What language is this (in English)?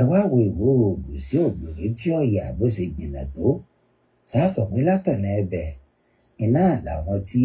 Yoruba